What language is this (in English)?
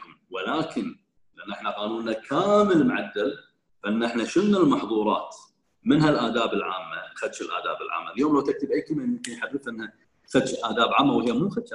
Gulf Arabic